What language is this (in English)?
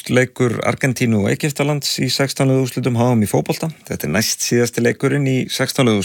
Icelandic